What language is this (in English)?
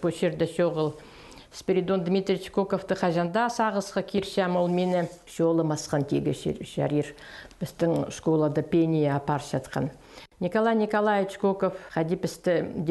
Khakas